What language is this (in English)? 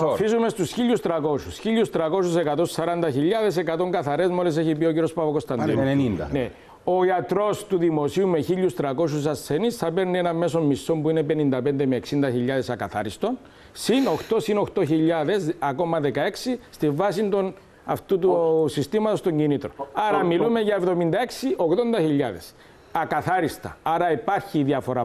Greek